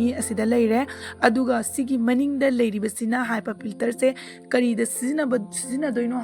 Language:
Manipuri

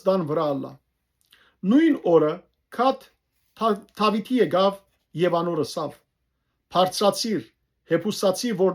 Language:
Western Armenian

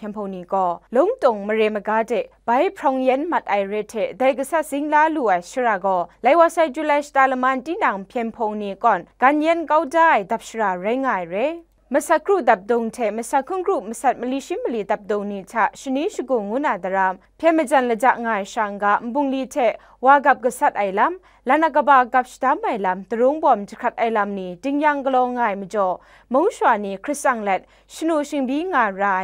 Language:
Kachin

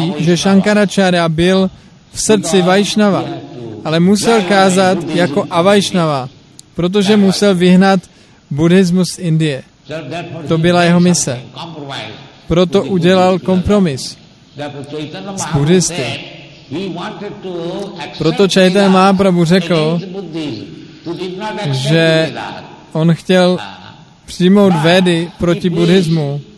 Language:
Czech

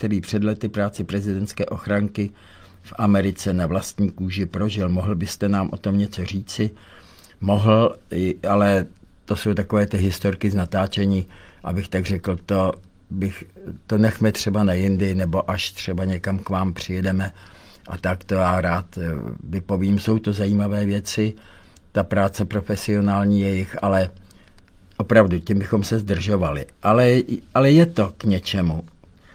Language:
Czech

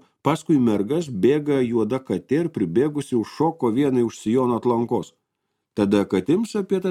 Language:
Lithuanian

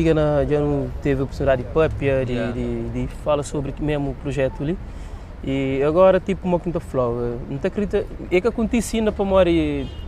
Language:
Kabuverdianu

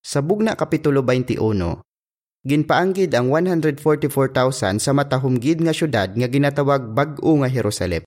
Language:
Hiligaynon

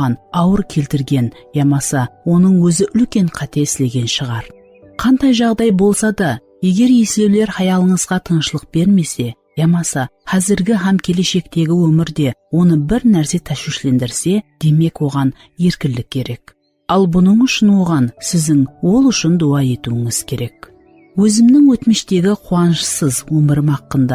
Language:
Kara-Kalpak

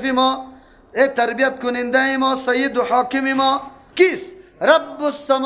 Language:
Persian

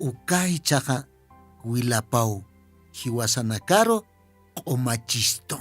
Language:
Aymara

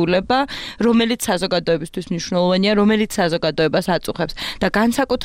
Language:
Georgian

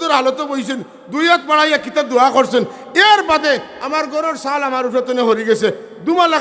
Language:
Sylheti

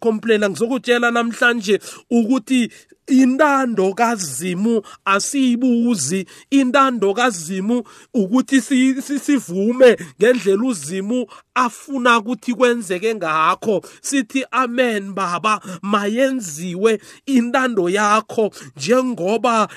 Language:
South Ndebele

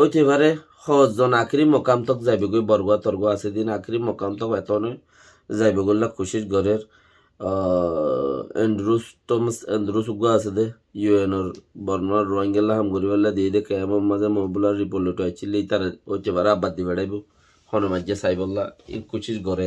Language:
Rohingya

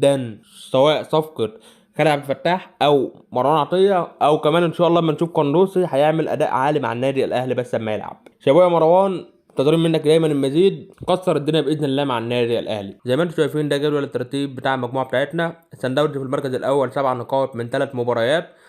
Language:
Egyptian Arabic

